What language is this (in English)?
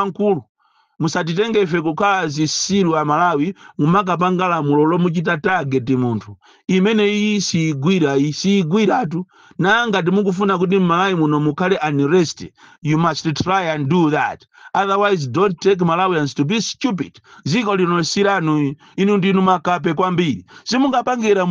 Nyanja